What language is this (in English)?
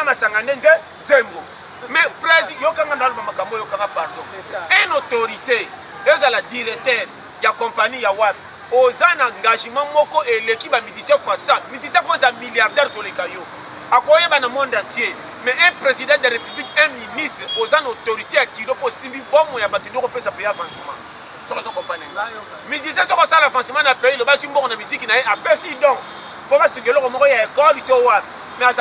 Lingala